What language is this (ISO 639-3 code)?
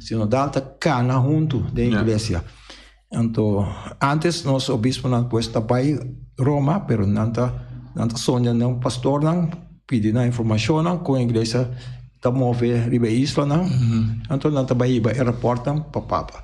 pap